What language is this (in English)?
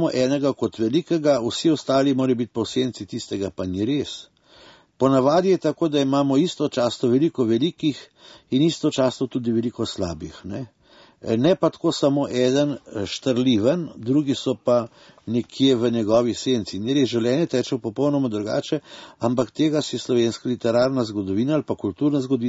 Slovenian